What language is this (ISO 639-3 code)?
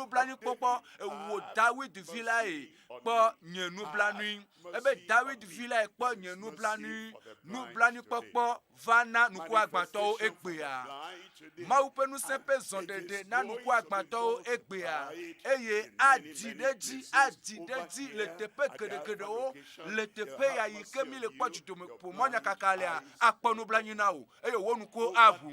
ewe